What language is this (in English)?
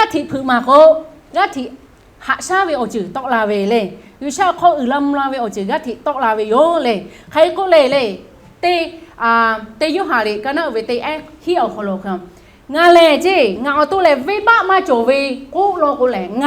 Lahu